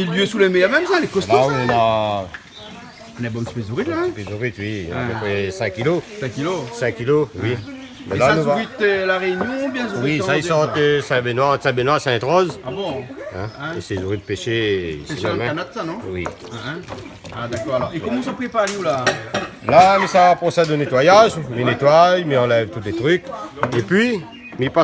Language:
Réunion Creole French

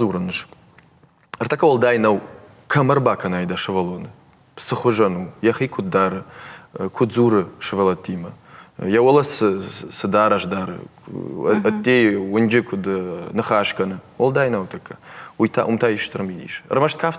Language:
Ossetic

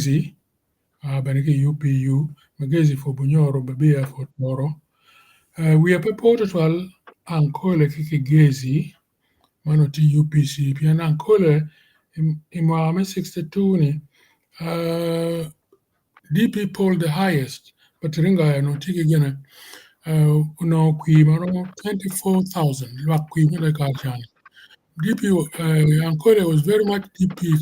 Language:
Acoli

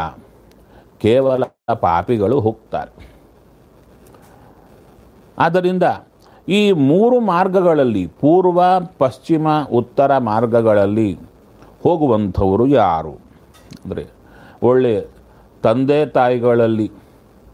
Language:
Kannada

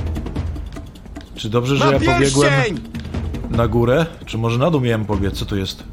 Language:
Polish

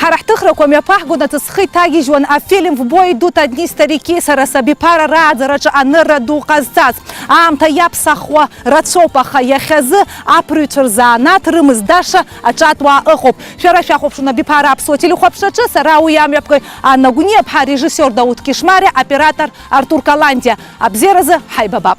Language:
Abkhazian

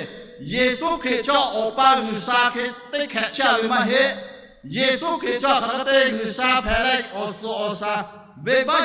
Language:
Lahu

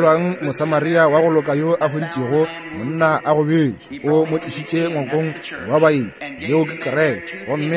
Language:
Northern Sotho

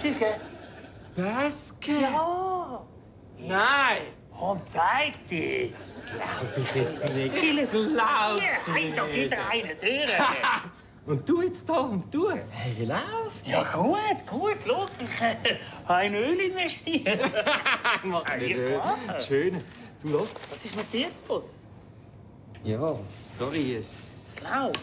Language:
Swiss German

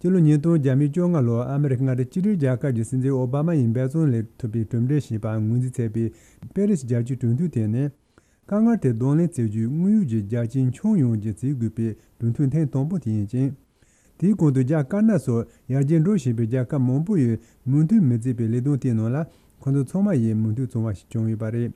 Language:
Tibetan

